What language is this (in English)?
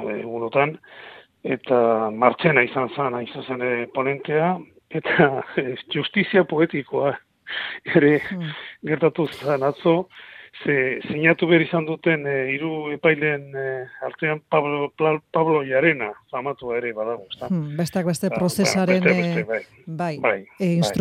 Basque